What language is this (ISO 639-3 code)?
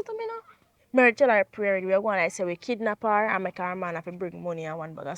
jam